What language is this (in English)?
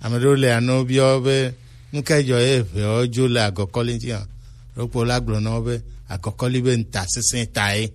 Gen